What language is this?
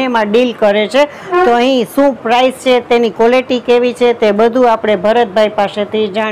Gujarati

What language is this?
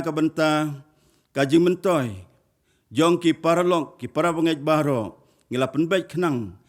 Khasi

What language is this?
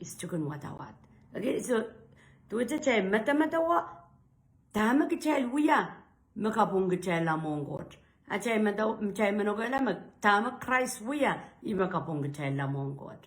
Pohnpeian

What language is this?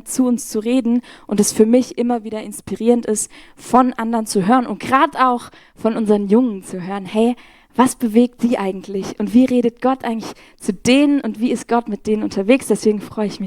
Swiss German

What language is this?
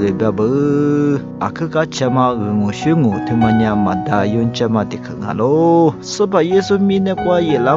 Lisu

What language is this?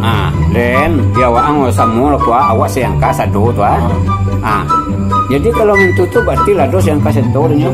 Minangkabau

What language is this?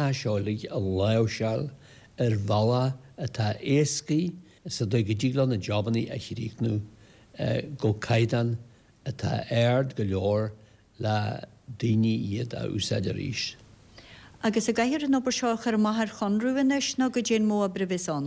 Irish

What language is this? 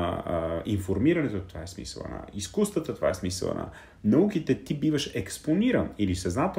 Bulgarian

